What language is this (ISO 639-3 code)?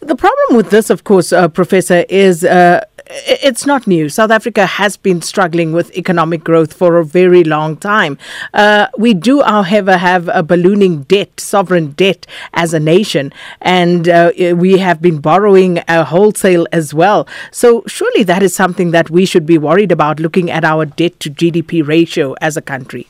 eng